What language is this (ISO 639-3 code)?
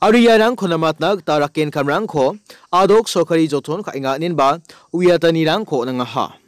grt